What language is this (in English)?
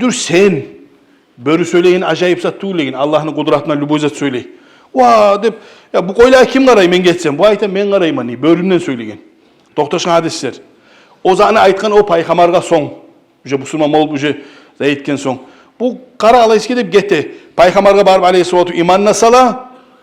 Kumyk